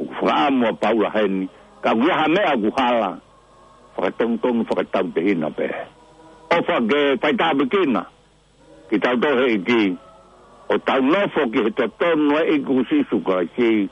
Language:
Tongan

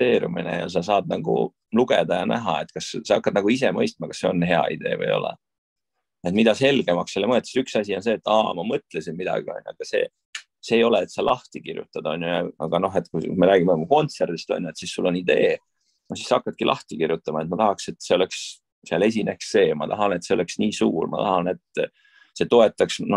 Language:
Estonian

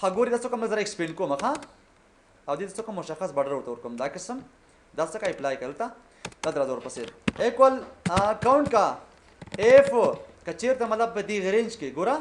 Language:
Pashto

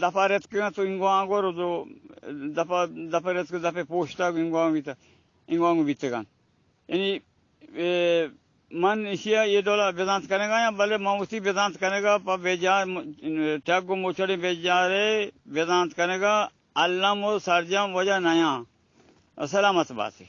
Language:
Baluchi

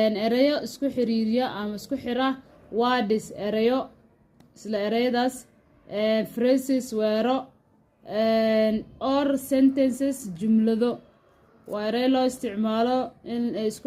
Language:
Somali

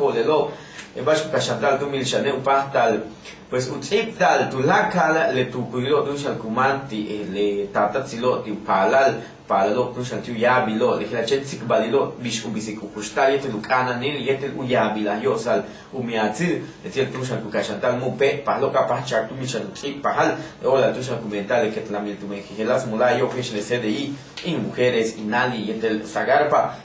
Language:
Yucateco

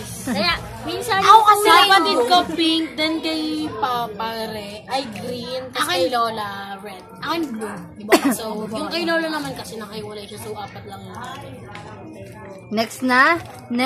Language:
Filipino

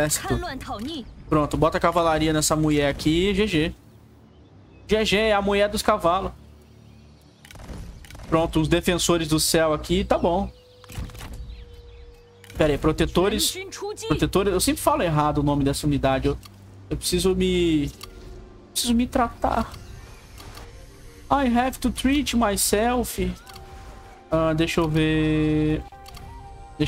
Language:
Portuguese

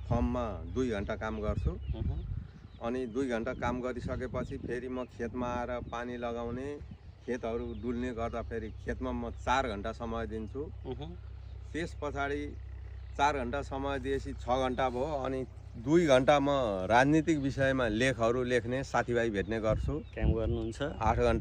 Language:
Nepali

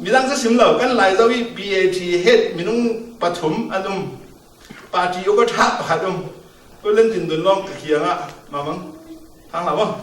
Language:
Falam Chin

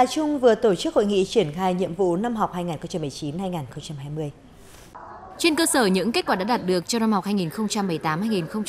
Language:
Vietnamese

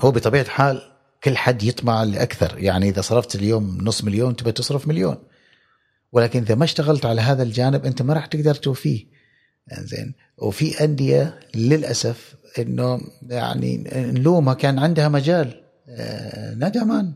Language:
Gulf Arabic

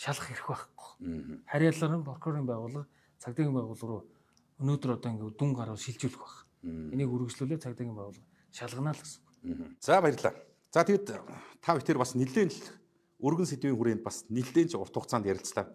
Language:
Mongolian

